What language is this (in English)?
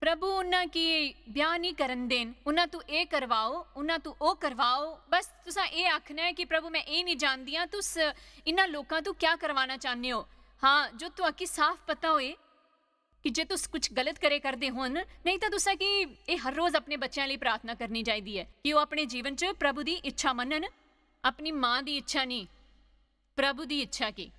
Dogri